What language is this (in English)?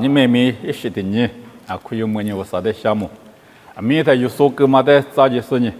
Lisu